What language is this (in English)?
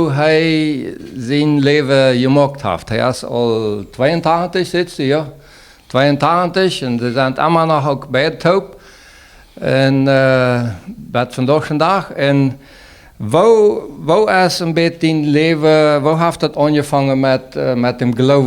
Plautdietsch